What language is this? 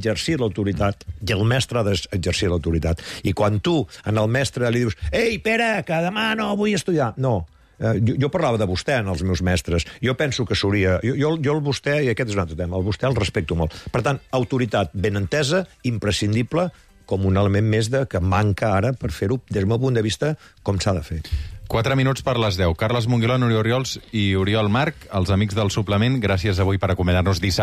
Catalan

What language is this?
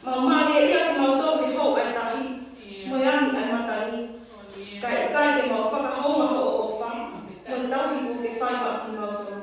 Tongan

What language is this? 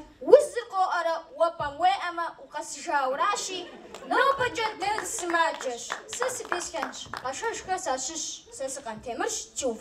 Kabardian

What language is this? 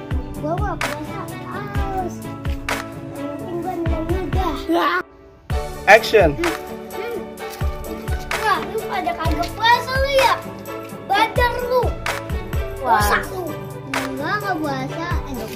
Betawi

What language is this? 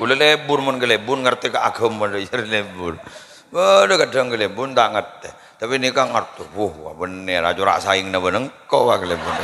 Madurese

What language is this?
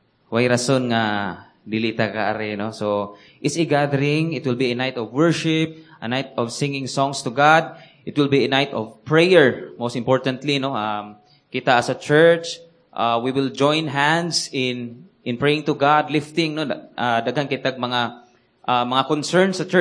Cebuano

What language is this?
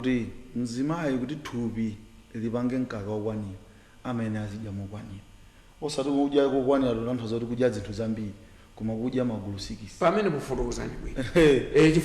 Nyanja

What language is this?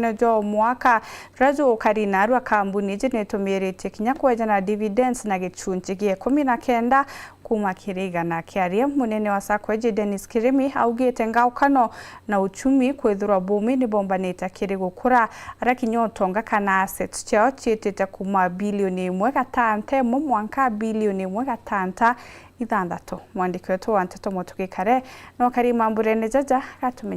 Meru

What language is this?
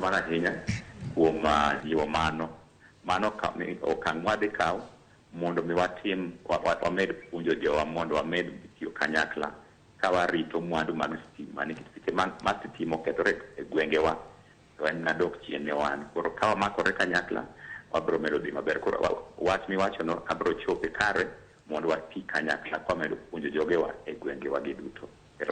Luo (Kenya and Tanzania)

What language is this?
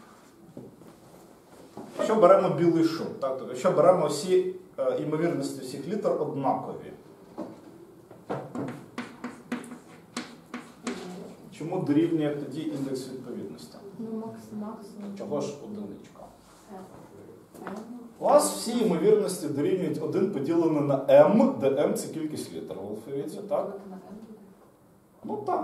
Ukrainian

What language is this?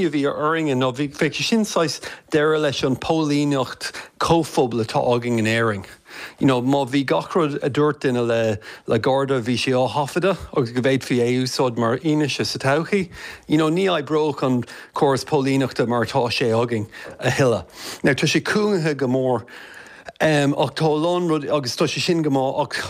Irish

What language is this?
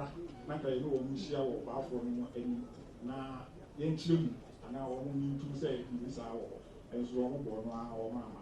Akan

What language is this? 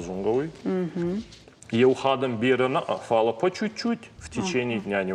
Ossetic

